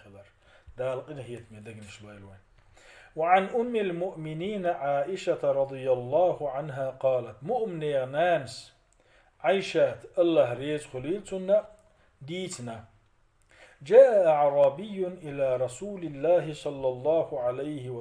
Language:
Chechen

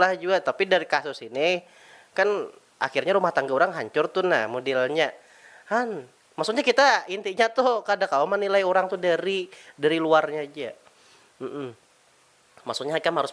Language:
Banjar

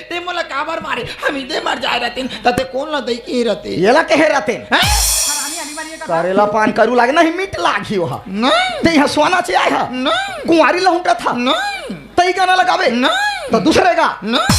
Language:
Chhattisgarhi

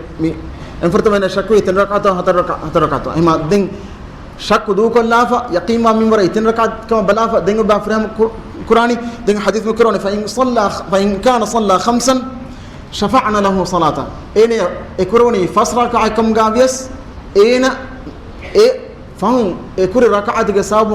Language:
Divehi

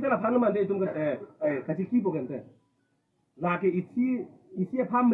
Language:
Karbi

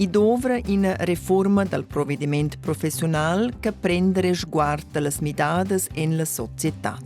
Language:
Romansh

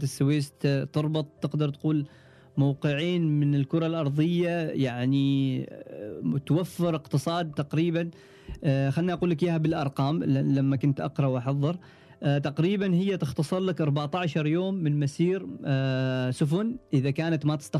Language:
Gulf Arabic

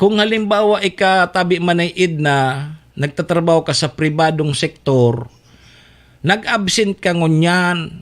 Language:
Bikol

